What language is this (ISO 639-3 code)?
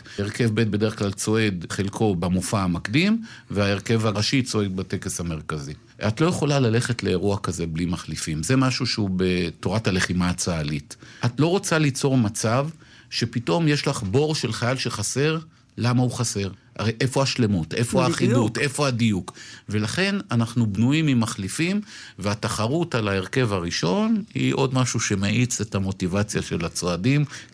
heb